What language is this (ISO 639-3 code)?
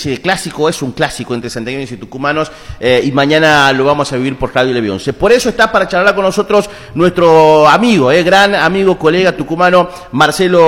spa